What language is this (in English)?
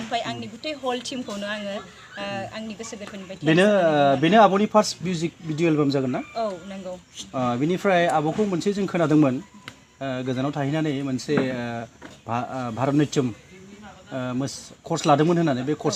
Bodo